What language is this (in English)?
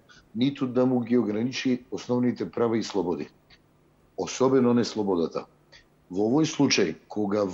Macedonian